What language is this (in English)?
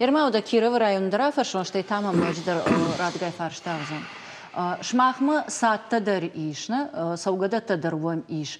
Ossetic